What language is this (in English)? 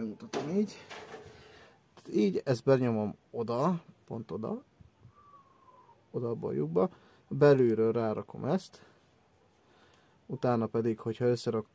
Hungarian